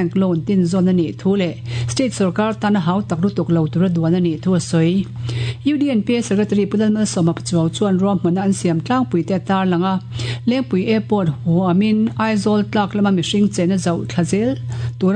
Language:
Mizo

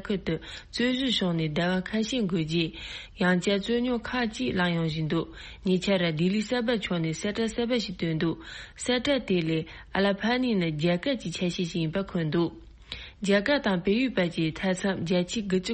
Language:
Tibetan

